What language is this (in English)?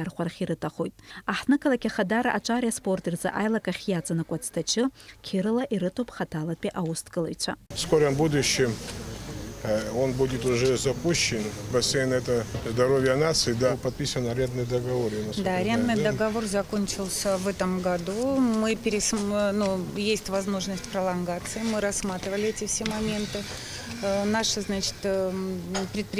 Abkhazian